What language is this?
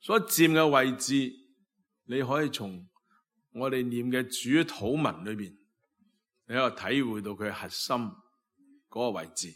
Cantonese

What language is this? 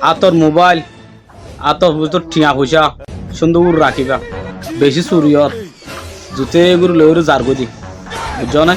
Rohingya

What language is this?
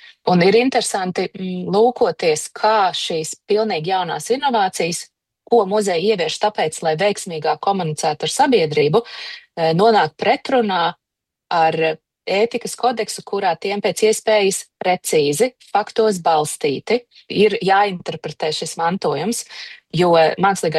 Latvian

